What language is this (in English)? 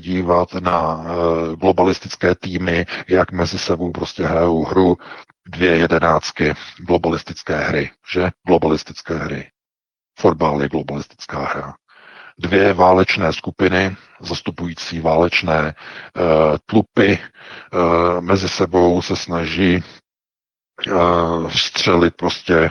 Czech